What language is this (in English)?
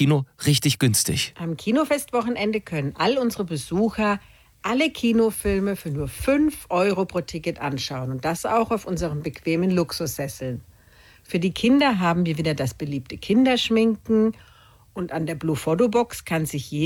German